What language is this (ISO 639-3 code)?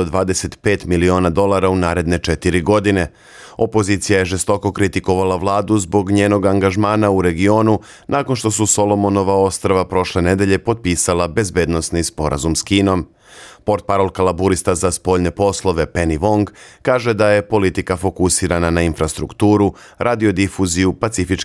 srp